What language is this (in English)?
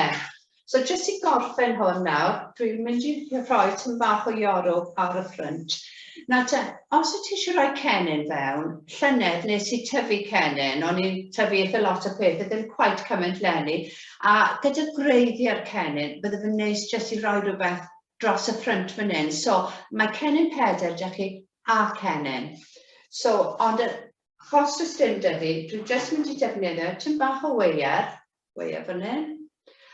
Welsh